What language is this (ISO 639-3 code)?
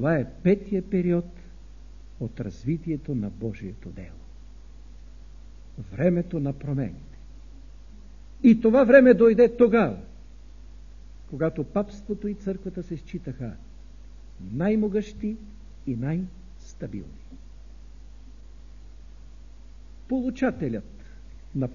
bul